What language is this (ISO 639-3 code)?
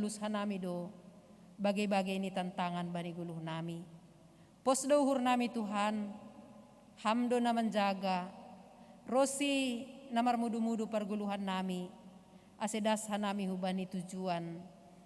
bts